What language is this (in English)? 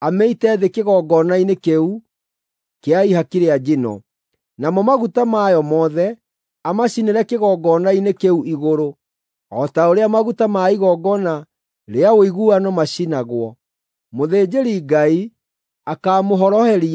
Kikuyu